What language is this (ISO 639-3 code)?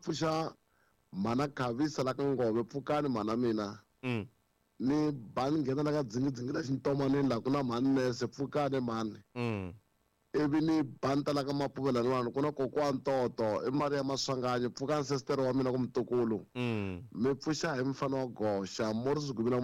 tso